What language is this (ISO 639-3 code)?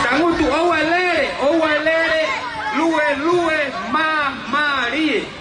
ton